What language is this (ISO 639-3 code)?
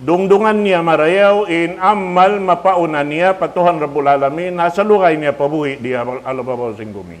tsg